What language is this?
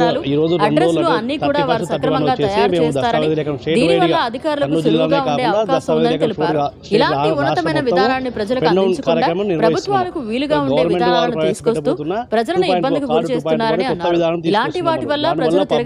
Telugu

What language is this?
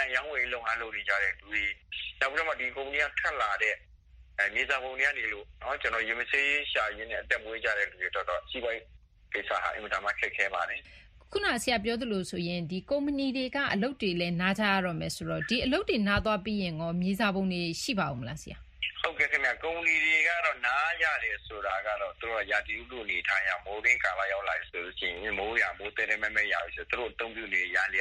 Burmese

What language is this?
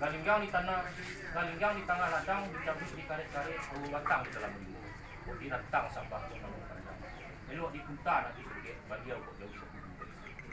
Minangkabau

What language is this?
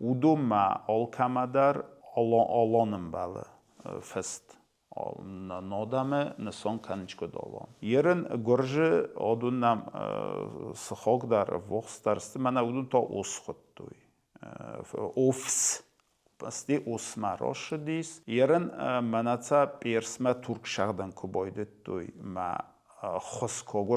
Ossetic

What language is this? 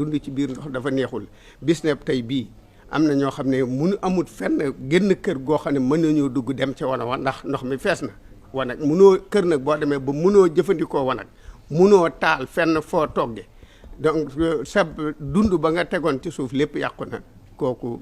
Wolof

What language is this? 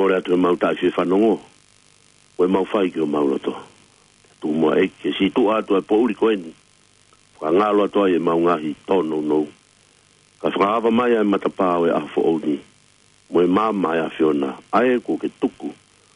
Tongan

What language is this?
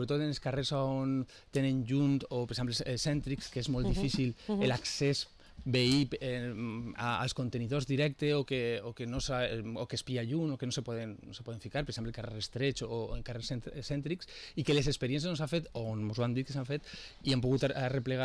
Catalan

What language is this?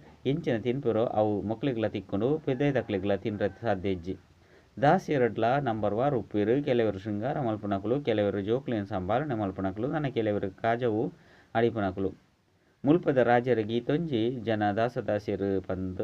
Tulu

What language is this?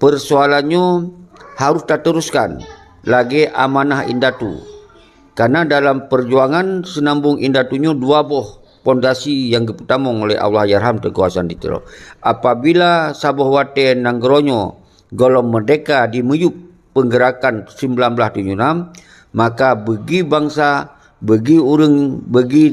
Achinese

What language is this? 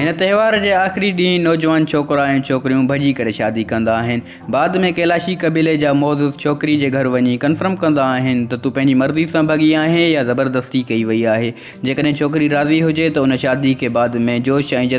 Sindhi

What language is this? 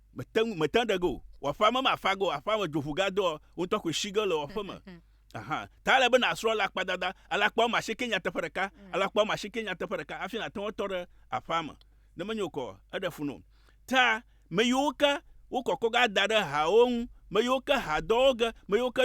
Ewe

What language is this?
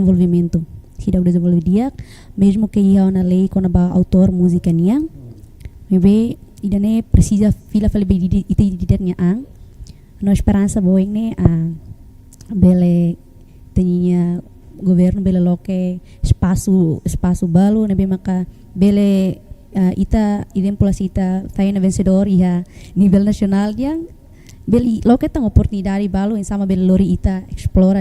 Tetum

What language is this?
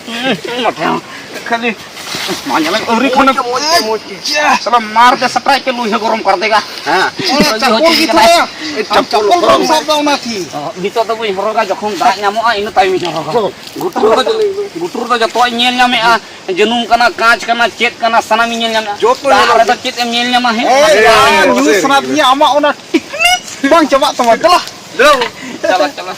Santali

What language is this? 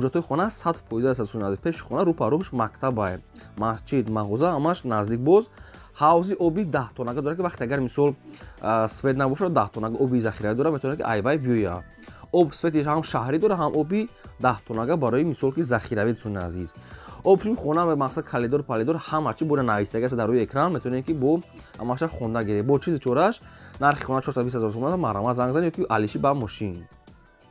Tajik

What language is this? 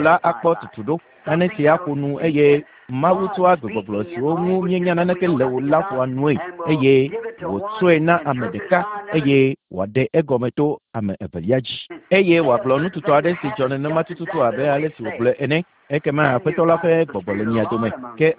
Ewe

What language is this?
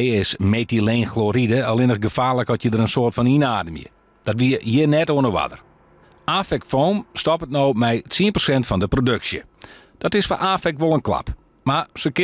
Western Frisian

